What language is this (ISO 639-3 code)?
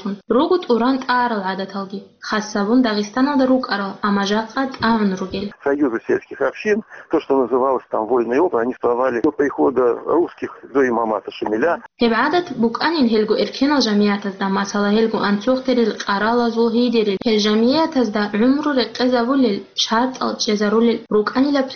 ava